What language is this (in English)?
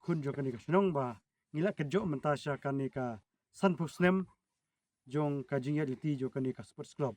Khasi